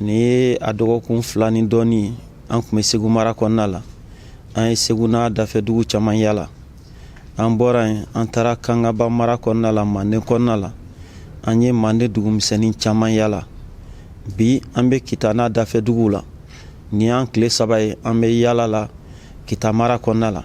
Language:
Bambara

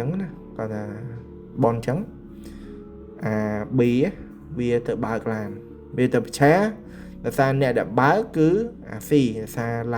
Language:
Khmer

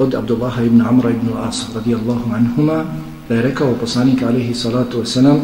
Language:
Bosnian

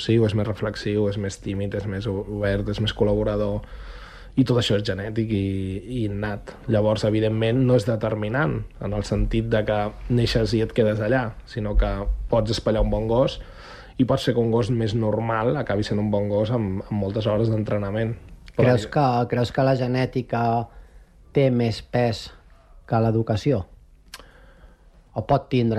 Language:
Catalan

